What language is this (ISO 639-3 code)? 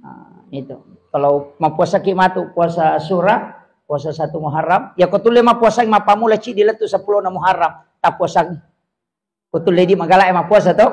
bug